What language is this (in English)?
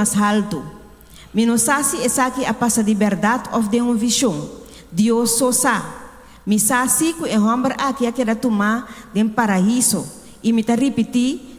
Papiamento